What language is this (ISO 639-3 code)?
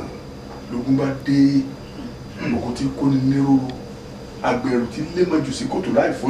yor